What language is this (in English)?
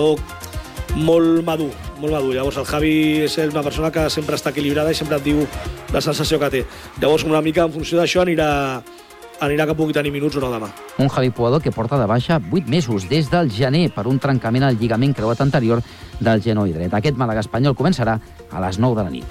Catalan